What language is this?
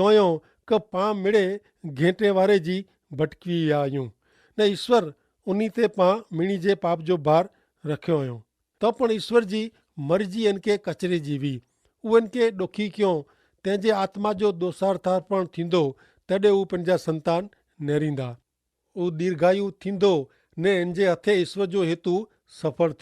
Kachhi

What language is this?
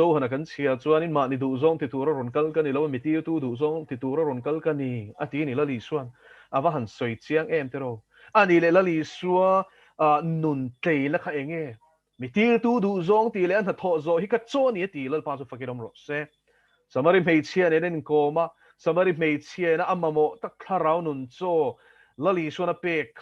Mizo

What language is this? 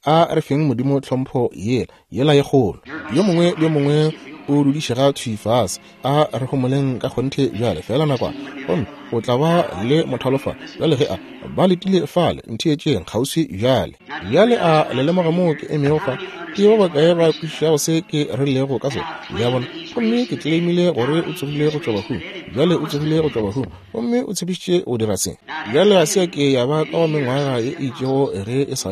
Northern Sotho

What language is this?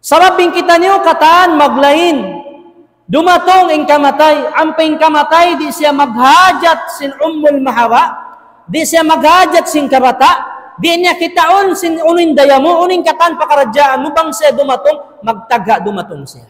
Tausug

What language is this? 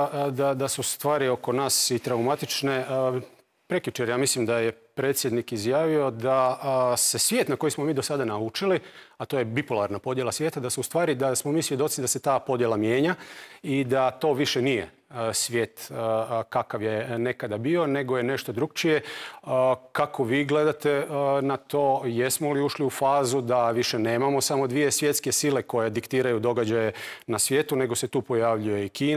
Croatian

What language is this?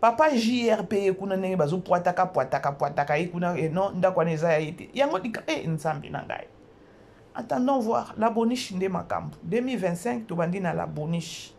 Lingala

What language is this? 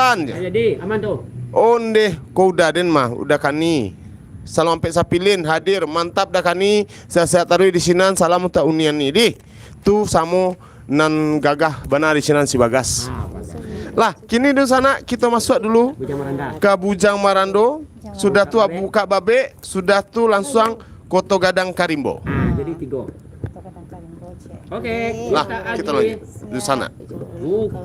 Minangkabau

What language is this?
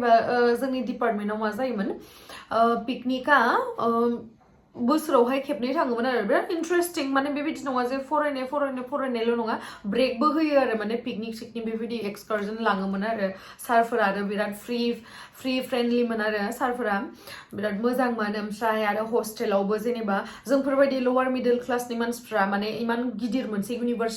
Bodo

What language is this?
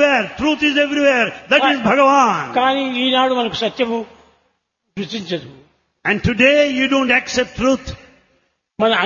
Telugu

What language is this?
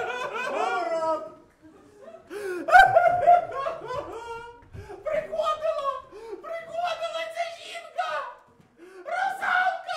Ukrainian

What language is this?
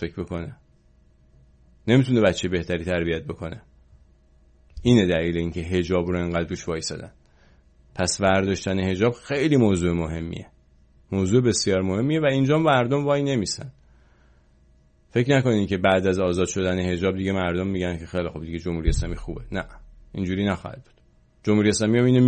Persian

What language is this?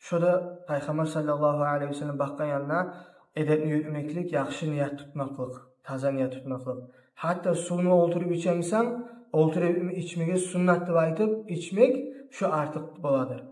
Kumyk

